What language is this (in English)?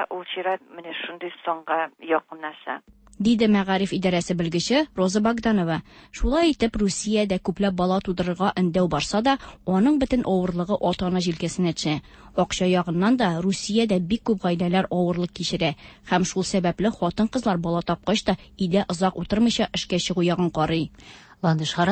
Tatar